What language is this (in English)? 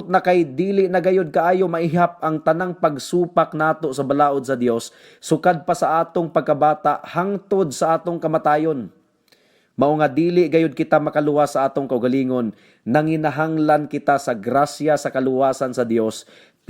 Cebuano